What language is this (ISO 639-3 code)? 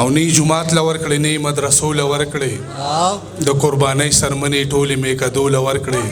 pus